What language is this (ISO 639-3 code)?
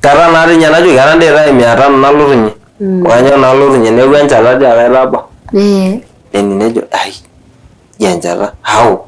mas